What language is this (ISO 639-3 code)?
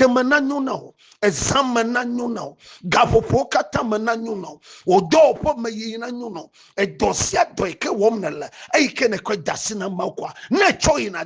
ewe